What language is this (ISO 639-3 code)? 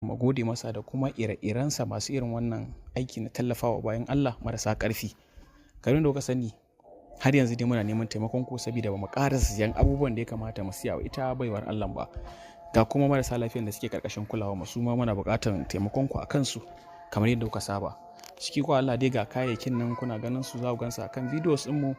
hau